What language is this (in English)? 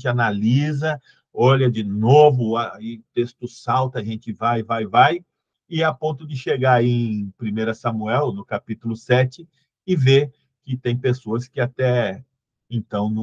Portuguese